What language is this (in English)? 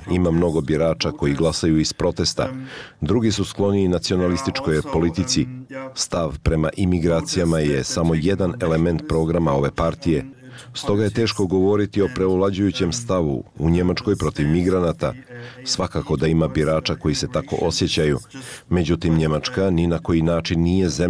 Bosnian